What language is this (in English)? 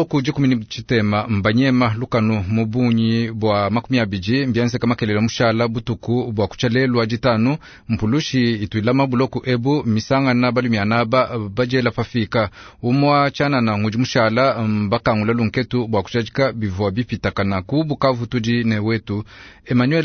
Luba-Lulua